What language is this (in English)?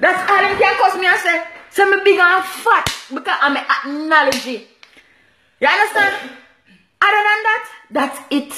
Jamaican Creole English